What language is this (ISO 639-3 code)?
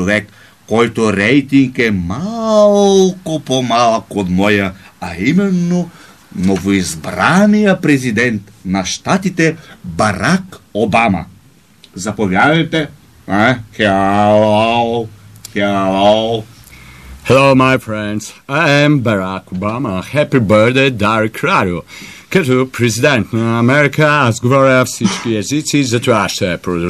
bul